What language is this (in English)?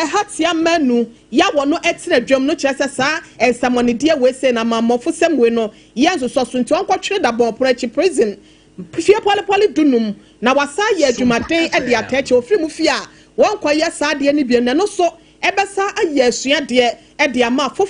Akan